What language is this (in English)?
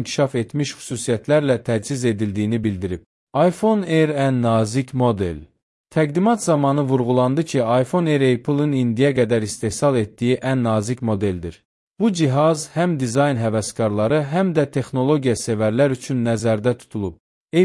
Azerbaijani